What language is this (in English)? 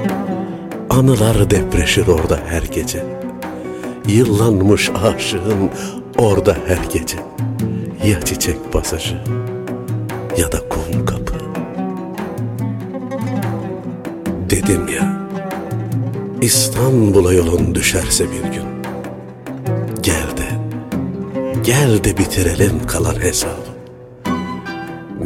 Turkish